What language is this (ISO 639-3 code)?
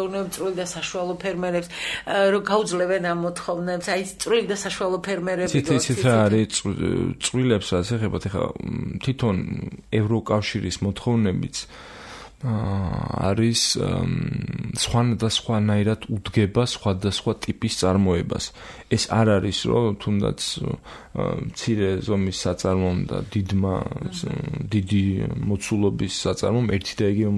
kat